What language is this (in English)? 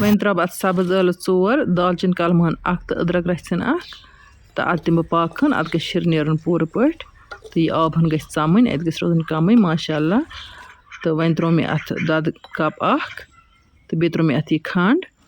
Kashmiri